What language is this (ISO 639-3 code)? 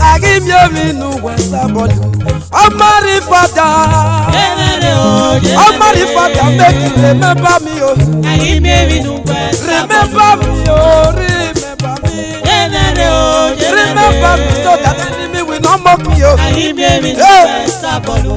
ish